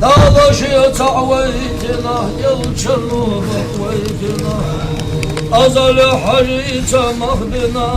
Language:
Ingush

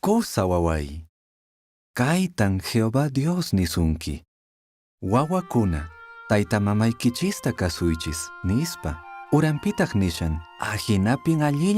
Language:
Quechua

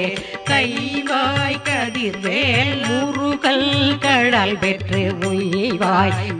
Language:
Tamil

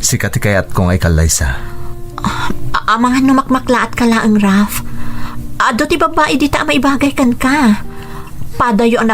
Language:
Iloko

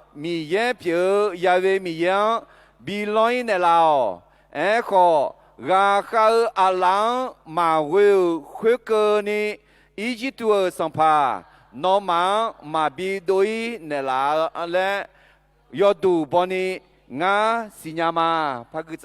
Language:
Akha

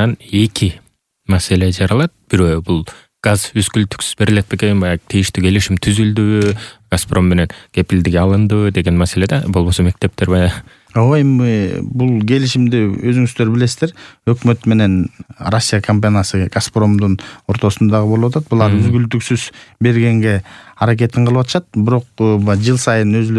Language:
Kyrgyz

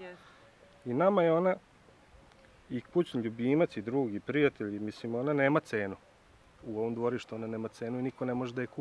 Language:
Serbian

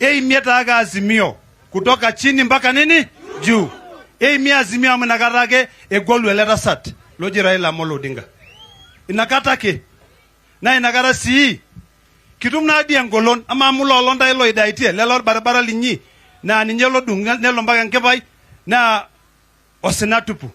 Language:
Masai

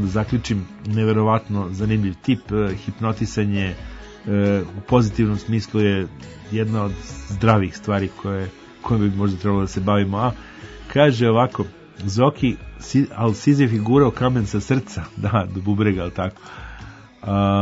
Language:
Serbian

